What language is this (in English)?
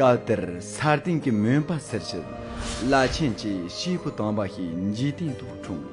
Tibetan